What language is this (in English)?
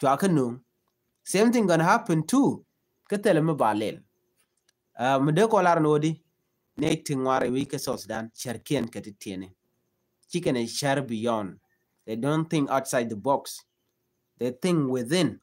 Nuer